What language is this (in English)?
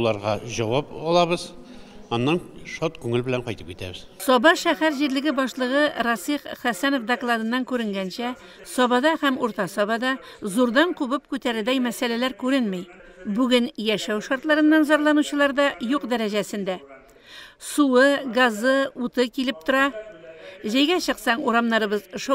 Tatar